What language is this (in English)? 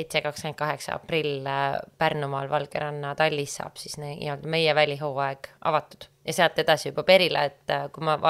Estonian